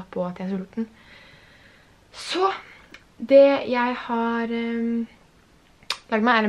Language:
Norwegian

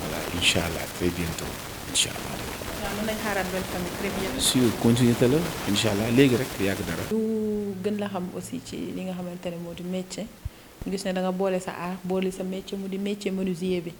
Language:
Wolof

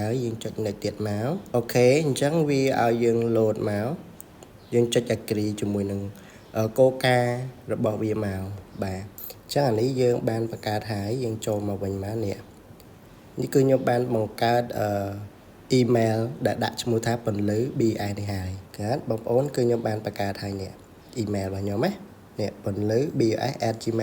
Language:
Khmer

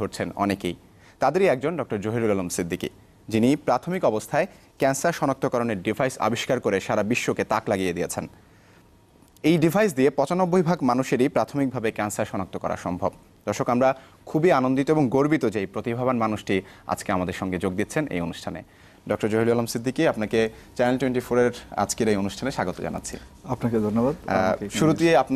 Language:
Bangla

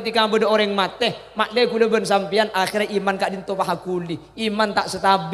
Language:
Madurese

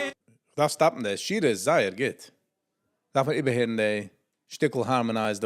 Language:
Yiddish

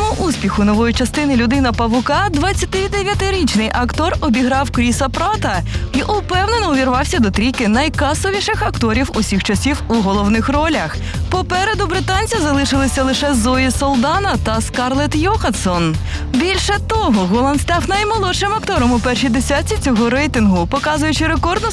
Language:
Ukrainian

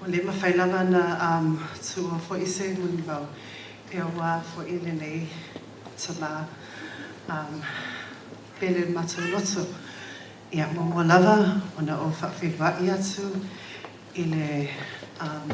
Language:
Samoan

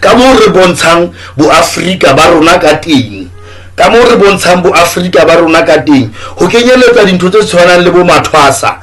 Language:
Southern Sotho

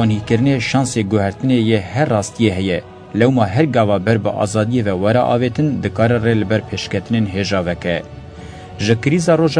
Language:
Kurdish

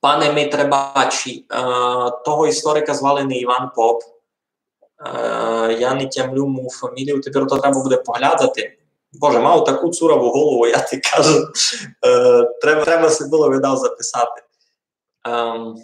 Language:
Rusyn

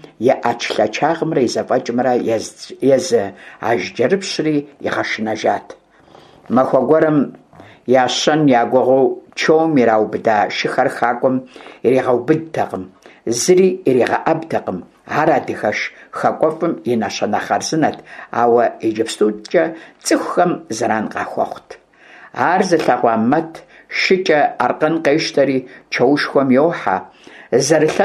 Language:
Kabardian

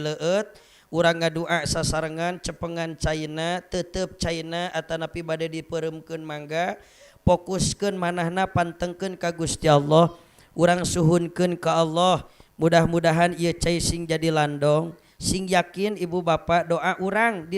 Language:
Sundanese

